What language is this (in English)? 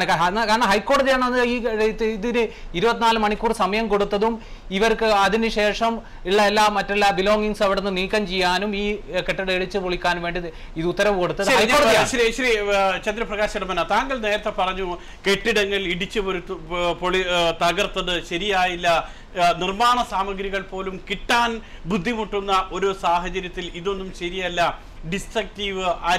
Malayalam